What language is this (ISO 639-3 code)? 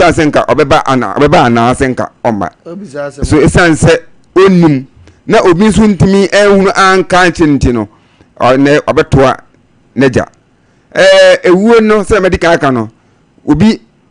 aka